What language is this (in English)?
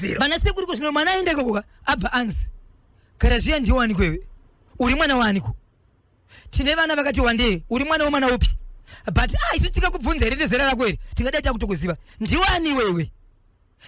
Shona